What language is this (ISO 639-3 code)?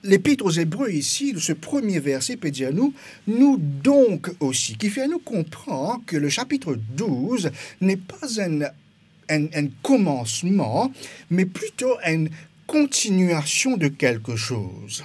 mfe